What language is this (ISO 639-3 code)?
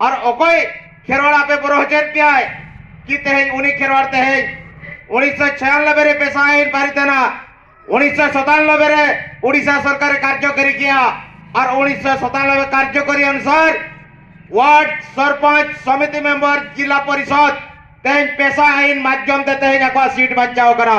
sat